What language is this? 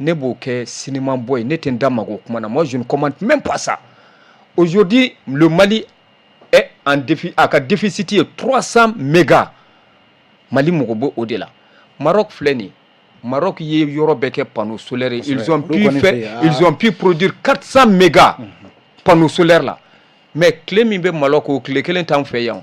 Bambara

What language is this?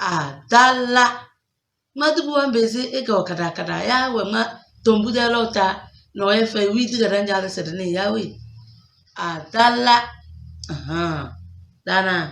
Tem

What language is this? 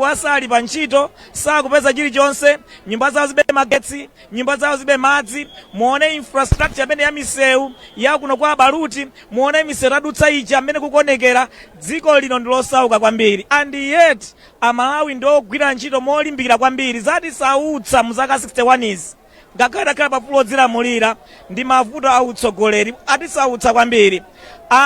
Nyanja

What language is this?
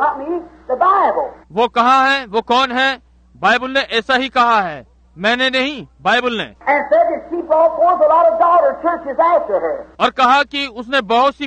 Hindi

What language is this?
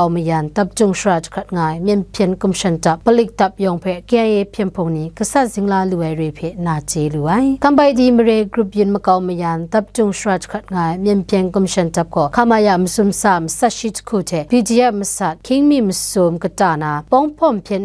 Kachin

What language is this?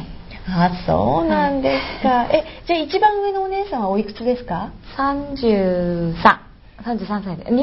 Japanese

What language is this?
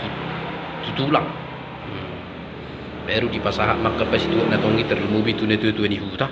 Batak Toba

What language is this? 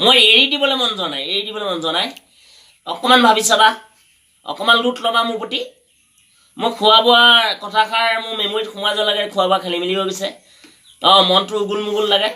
Assamese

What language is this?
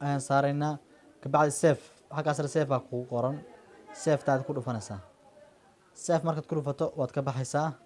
Somali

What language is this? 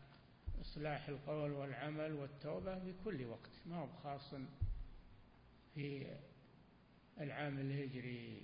Arabic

